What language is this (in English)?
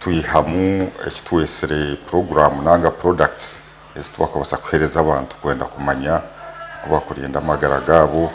Nyankole